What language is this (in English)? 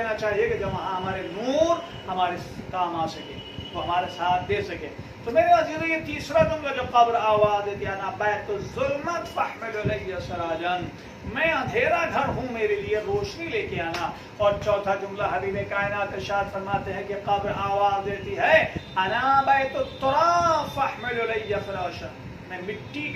Urdu